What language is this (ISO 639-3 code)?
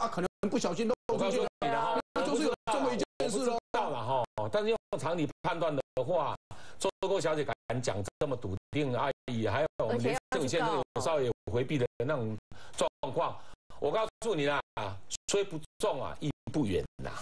zho